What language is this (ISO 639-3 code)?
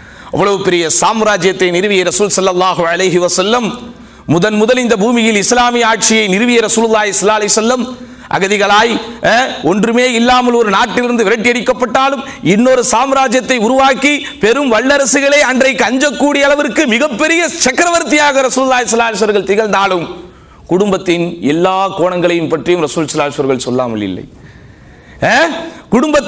tam